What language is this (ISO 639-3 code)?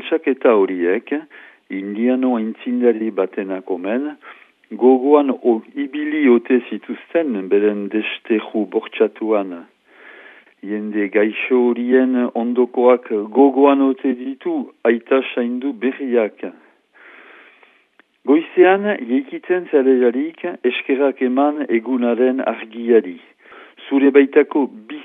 eus